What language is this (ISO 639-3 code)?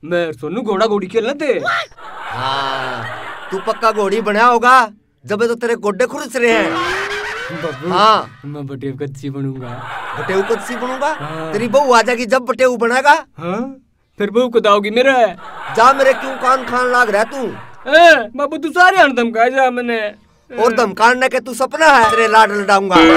bgc